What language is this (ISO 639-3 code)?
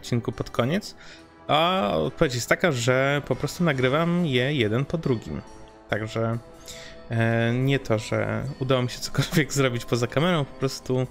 pol